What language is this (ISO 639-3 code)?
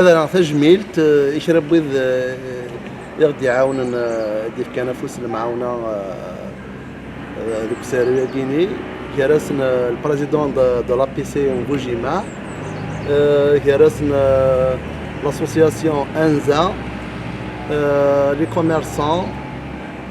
kab